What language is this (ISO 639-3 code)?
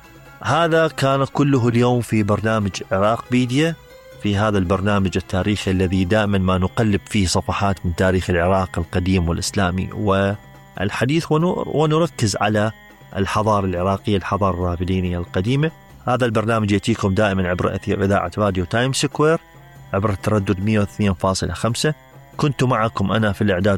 acm